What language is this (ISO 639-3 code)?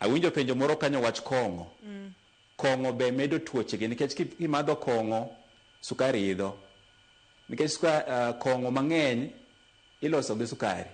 luo